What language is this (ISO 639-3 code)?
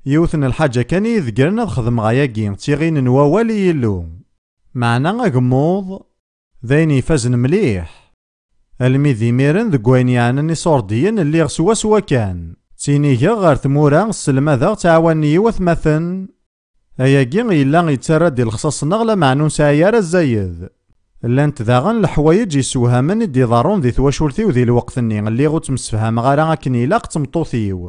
kab